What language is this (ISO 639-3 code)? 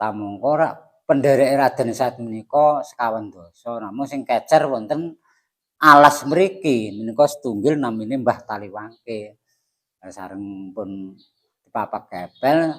jav